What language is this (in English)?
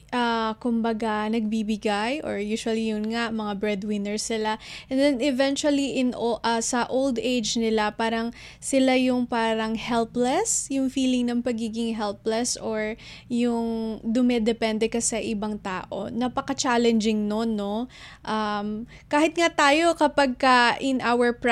Filipino